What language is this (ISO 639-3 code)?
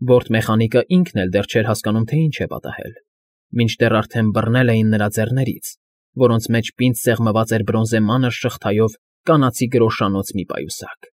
hye